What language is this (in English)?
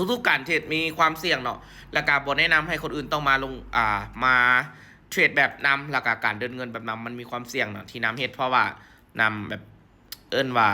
Lao